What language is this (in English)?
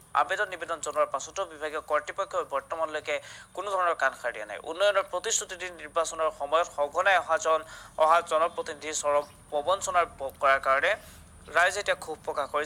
Assamese